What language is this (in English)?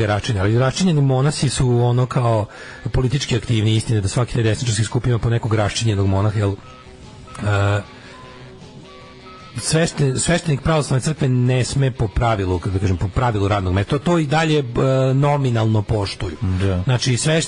Serbian